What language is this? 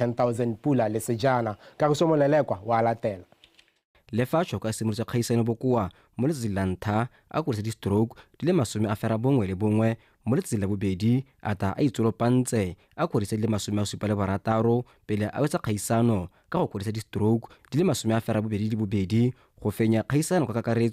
Tswana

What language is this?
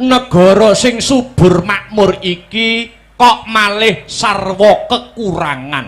Javanese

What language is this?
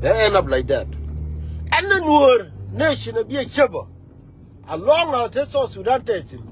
Nuer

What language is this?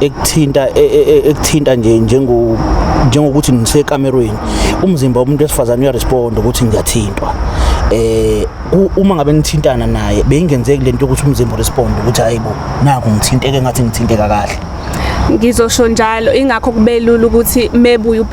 Zulu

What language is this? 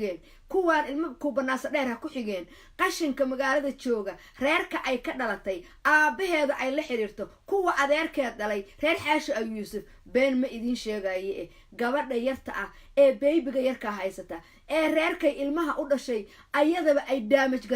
Somali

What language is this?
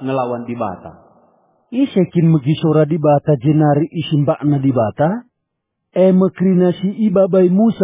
Batak Karo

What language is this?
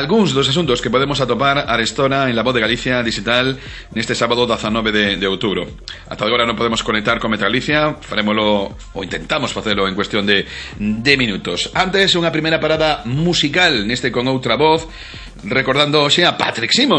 Galician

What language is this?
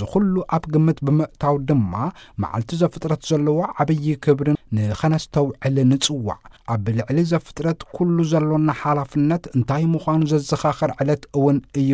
Tigrinya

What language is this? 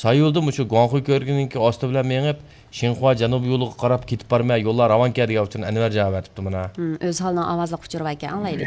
Uyghur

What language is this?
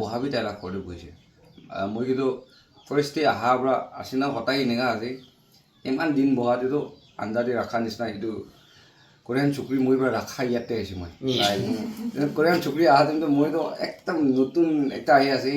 Naga Pidgin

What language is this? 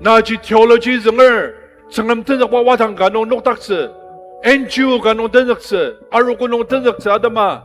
Ao Naga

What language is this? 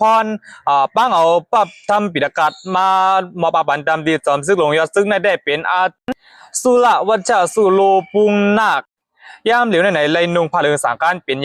Shan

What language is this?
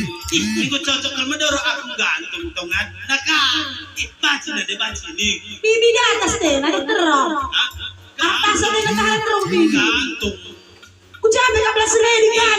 Batak Karo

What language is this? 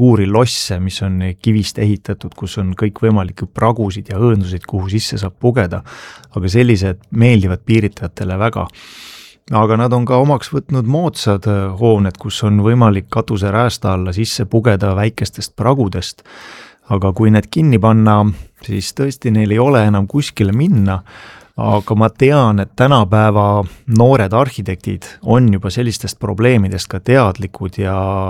Estonian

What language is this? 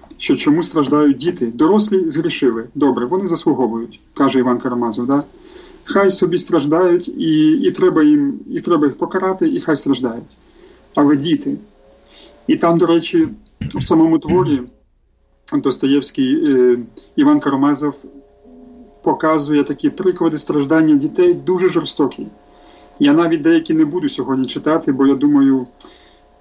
Ukrainian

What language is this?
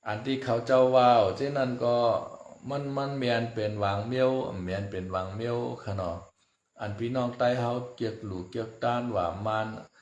Shan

